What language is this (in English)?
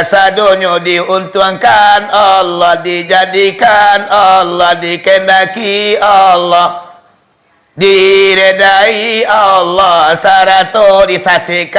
Minangkabau